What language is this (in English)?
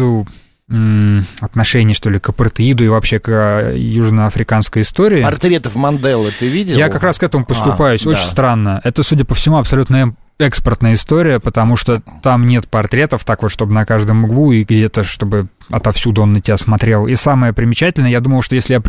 Russian